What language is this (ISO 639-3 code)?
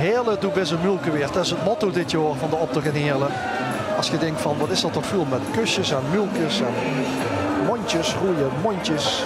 lim